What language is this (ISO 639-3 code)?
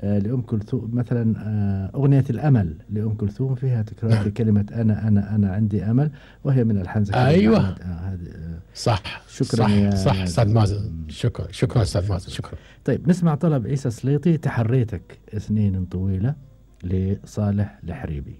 afb